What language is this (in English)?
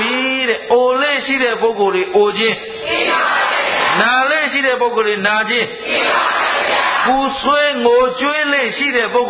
Burmese